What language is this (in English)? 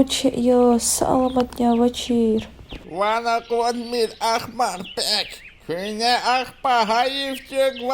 Lezghian